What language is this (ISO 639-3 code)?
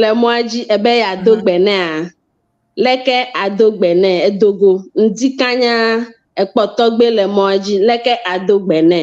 ewe